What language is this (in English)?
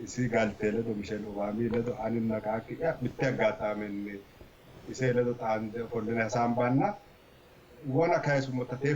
Sidamo